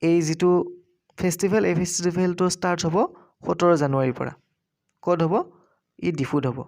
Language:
Assamese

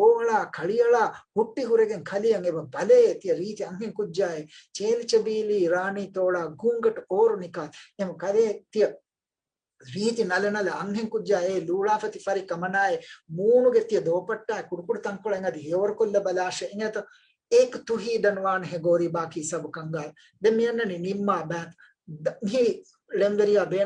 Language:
Divehi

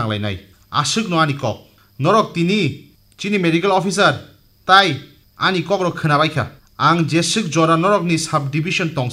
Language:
Kok Borok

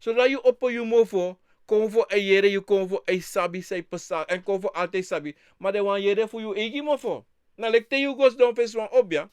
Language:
Sranan Tongo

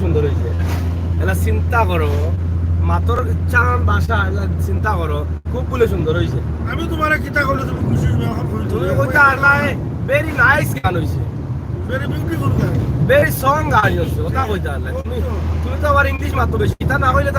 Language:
Sylheti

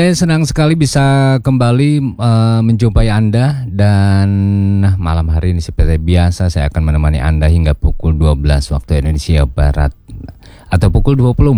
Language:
Indonesian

